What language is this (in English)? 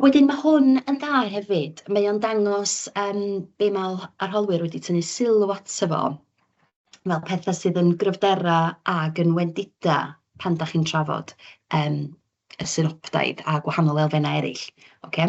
Welsh